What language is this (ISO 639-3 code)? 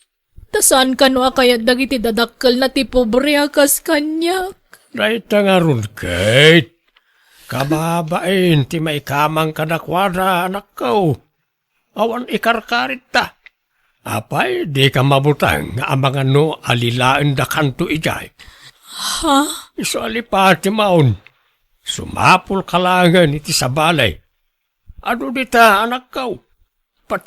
ilo